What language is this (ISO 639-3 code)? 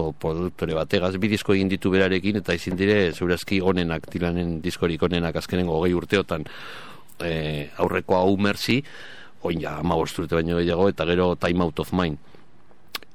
eus